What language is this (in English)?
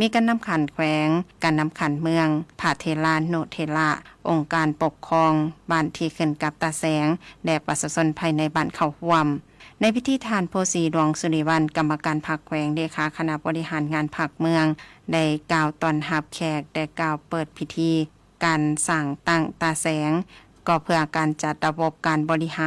Lao